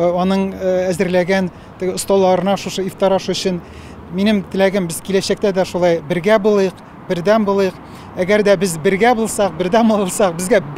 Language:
Tatar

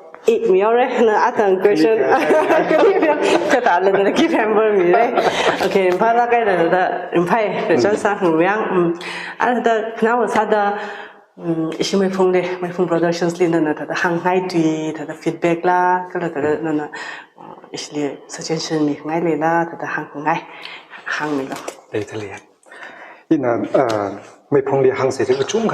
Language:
Tangkhul Naga (India)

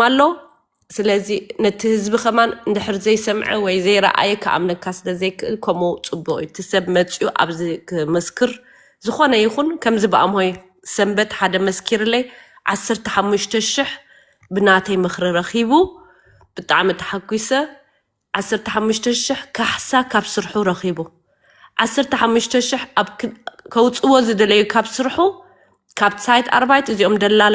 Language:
Tigrinya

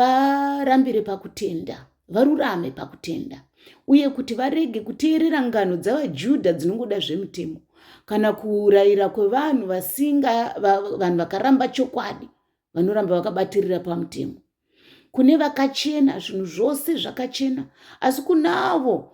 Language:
Shona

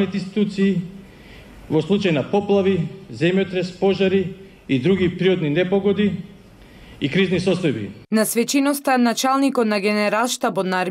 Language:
Macedonian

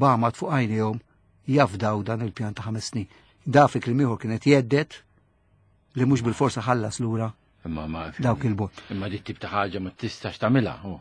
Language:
Maltese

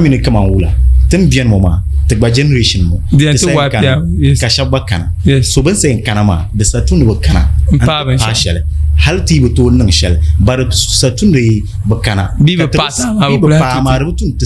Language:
Dagbani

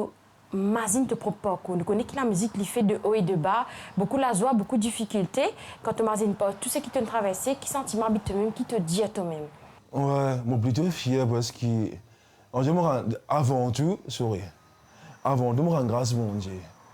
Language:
Morisyen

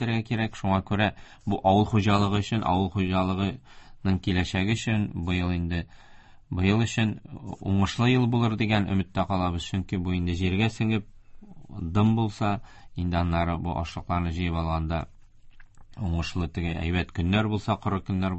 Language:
Tatar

